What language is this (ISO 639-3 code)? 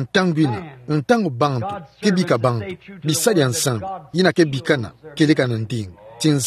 ktu